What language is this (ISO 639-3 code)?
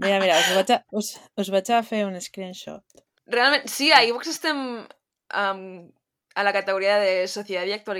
cat